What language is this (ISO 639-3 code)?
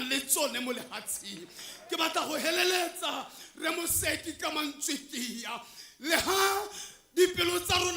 tsn